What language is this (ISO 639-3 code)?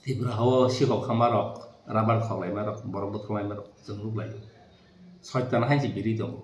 trp